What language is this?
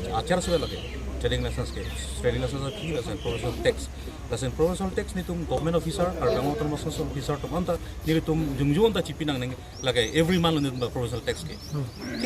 Karbi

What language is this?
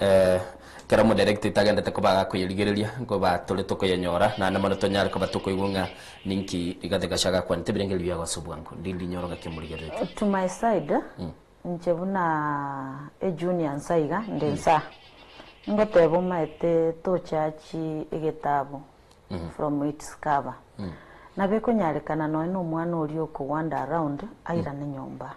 Gusii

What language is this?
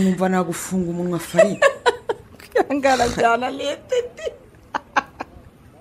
Kinyarwanda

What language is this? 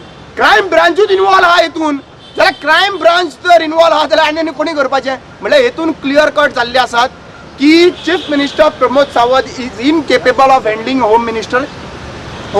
Konkani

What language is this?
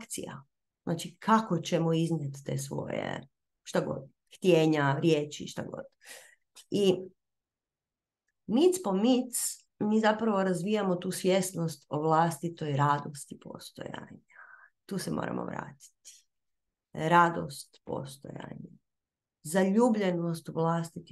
Croatian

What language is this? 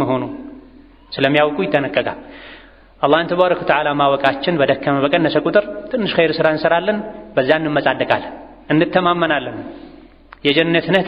Amharic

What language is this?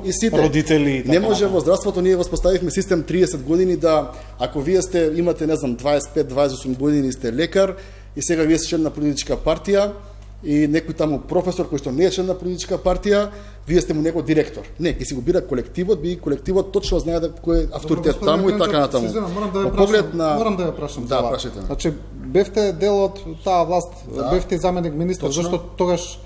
Macedonian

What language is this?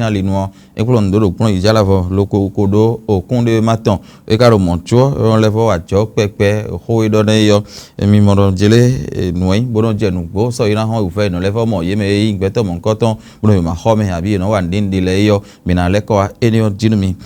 Fon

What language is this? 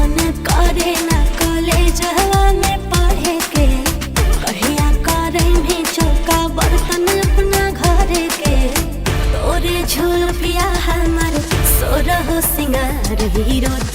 Magahi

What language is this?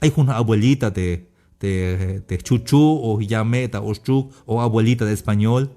Tzeltal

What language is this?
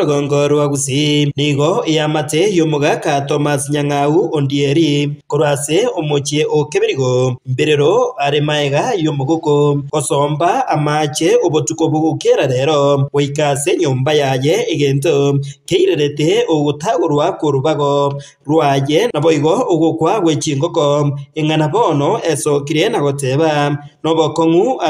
Gusii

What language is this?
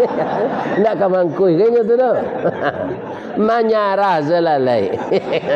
Minangkabau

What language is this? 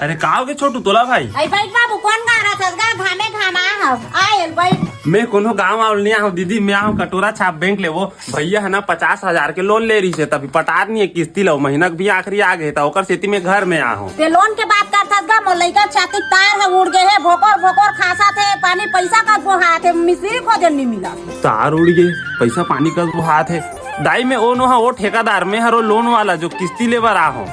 Chhattisgarhi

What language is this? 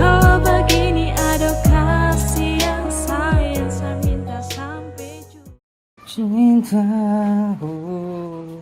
Ambonese Malay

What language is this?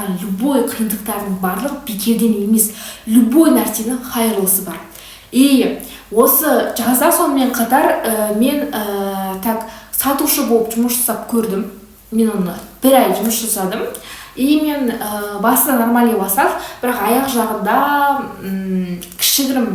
Kazakh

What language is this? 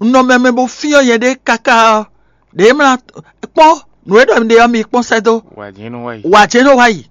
Fon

